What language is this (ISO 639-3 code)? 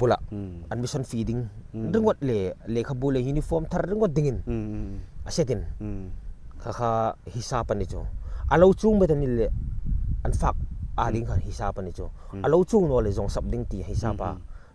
hmr